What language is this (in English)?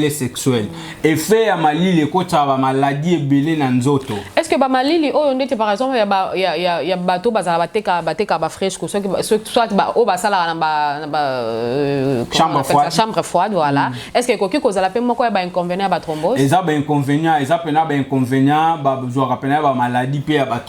Lingala